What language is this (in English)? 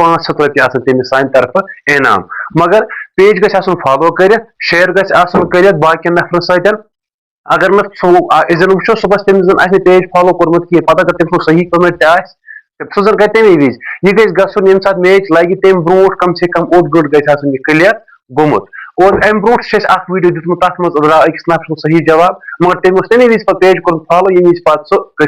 Kashmiri